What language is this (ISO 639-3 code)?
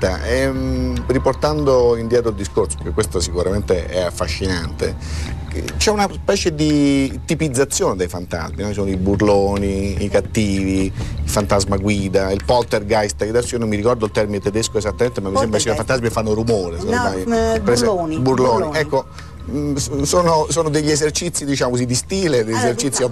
ita